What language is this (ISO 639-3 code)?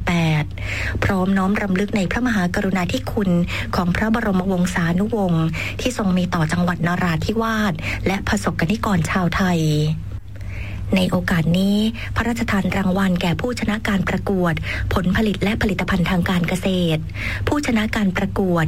tha